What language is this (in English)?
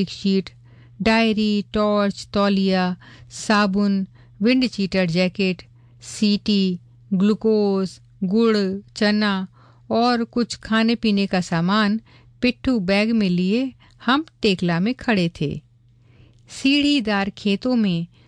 Hindi